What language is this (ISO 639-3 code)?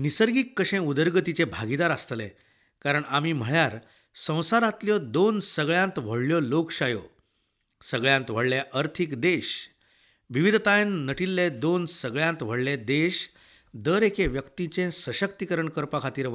kok